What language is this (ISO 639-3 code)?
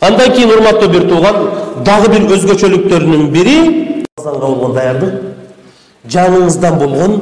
kir